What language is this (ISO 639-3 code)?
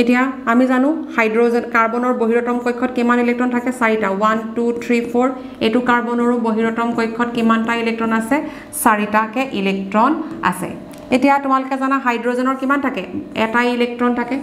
asm